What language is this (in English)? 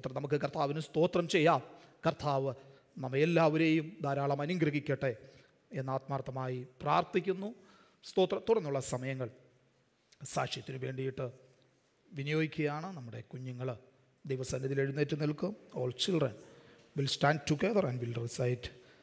Malayalam